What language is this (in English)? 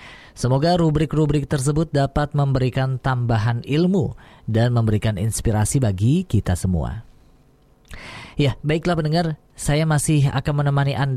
Indonesian